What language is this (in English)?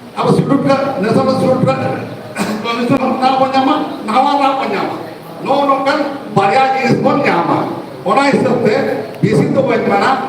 Santali